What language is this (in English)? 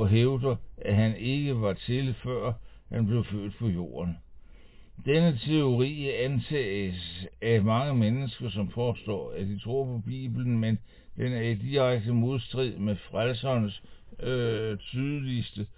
Danish